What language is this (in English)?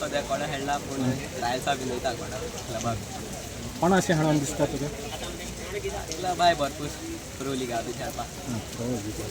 Konkani